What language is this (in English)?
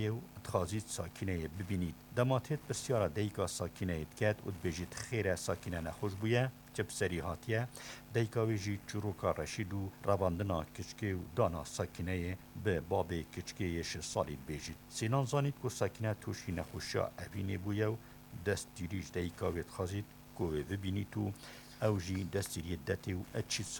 Kurdish